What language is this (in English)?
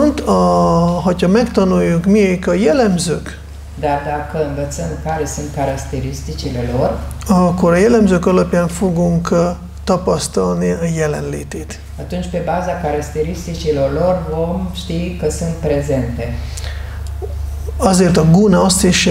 Hungarian